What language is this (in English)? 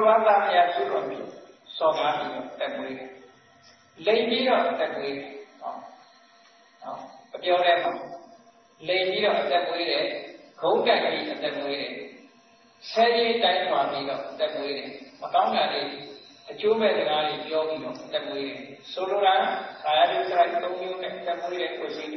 Burmese